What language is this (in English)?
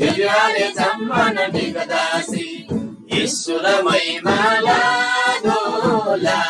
Eastern Tamang